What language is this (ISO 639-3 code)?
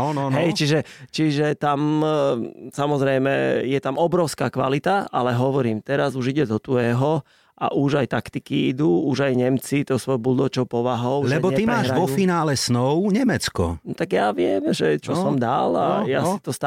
slk